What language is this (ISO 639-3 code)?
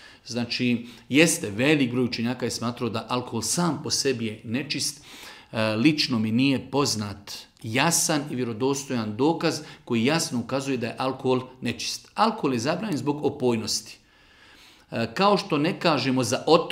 bos